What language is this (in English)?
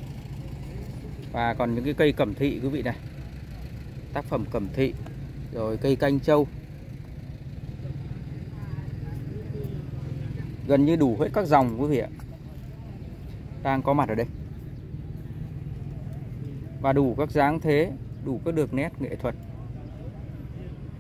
Vietnamese